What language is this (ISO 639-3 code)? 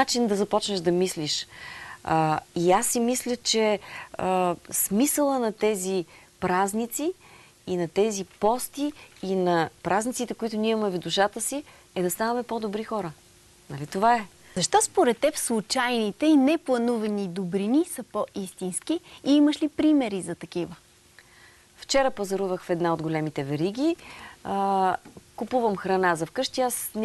bul